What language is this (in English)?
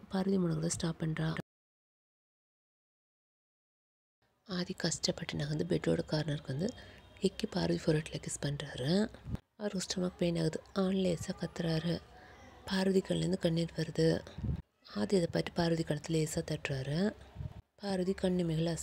Tamil